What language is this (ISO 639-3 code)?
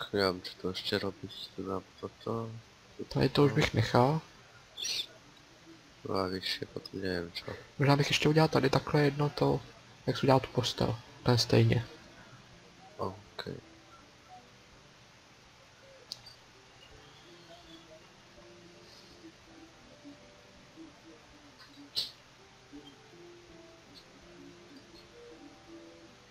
ces